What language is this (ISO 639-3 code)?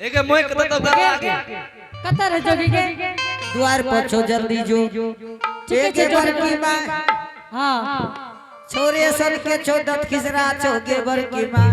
anp